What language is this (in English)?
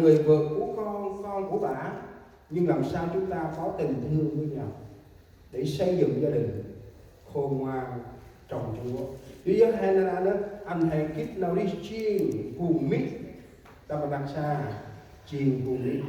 Central Mnong